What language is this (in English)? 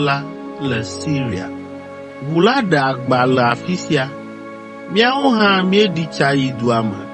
Ewe